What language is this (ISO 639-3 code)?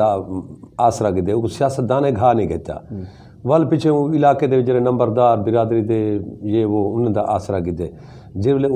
skr